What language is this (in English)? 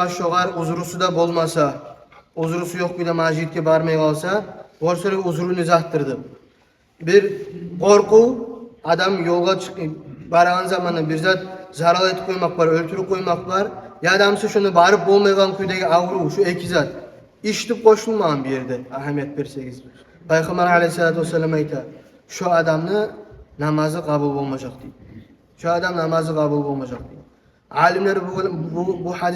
Kumyk